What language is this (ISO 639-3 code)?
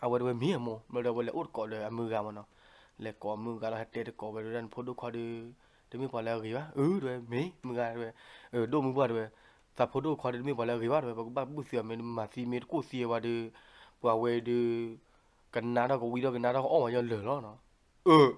ksw